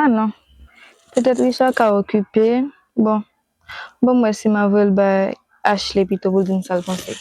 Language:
Haitian Creole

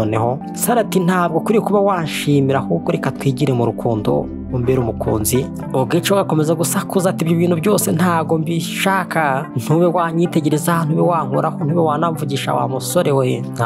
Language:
Kinyarwanda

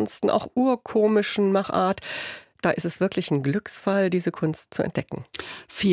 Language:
German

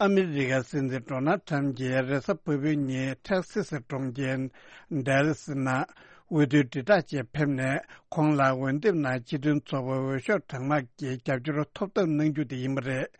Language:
Tibetan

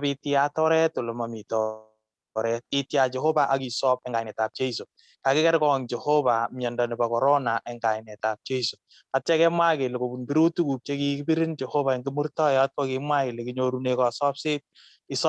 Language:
Kalenjin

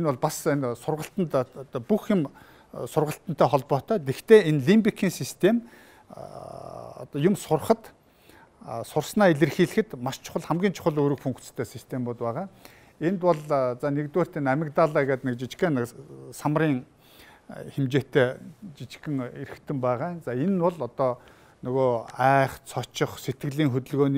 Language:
Mongolian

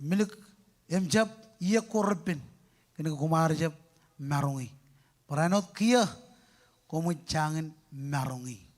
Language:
Marshallese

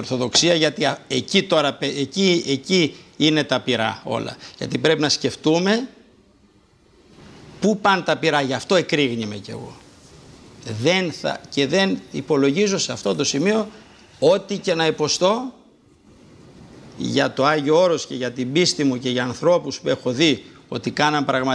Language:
Greek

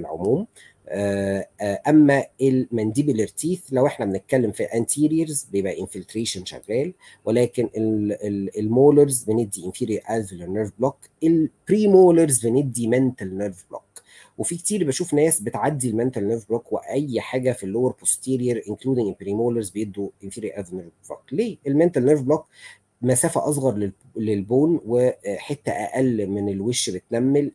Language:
Egyptian Arabic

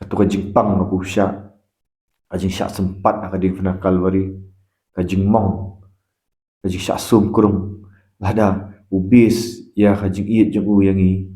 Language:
Khasi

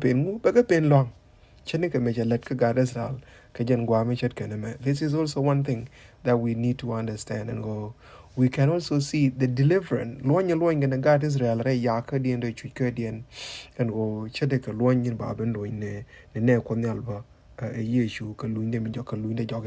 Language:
Nuer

